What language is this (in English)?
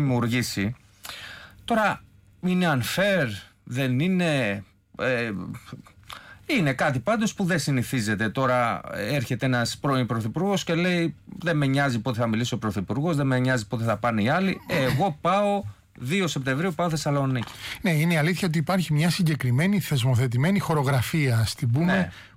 Greek